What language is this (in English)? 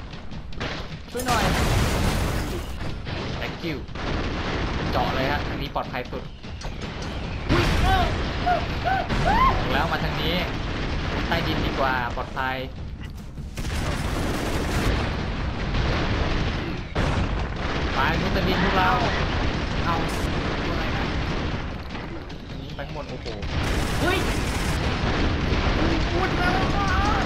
Thai